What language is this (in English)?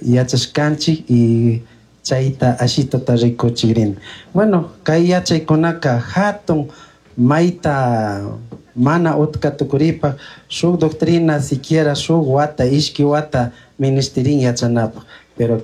Chimborazo Highland Quichua